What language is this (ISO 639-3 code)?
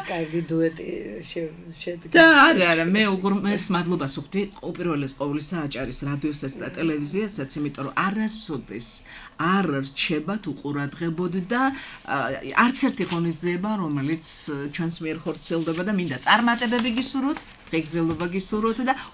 kat